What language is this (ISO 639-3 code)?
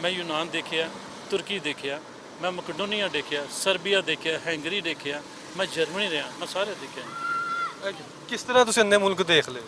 lah